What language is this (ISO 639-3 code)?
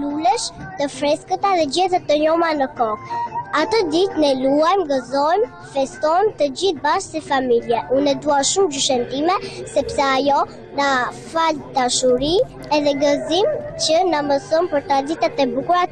sqi